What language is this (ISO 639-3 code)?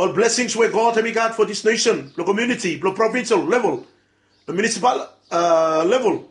bis